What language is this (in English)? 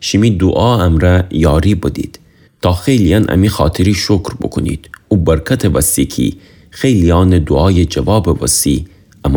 Gilaki